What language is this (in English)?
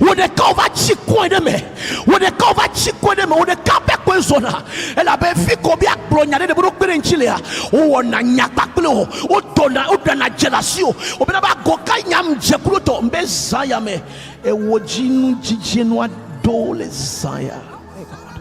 Ewe